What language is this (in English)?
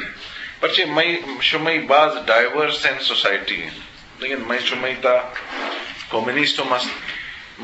Eastern Balochi